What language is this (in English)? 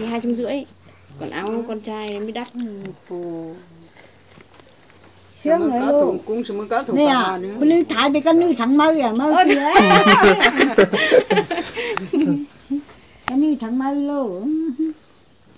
Vietnamese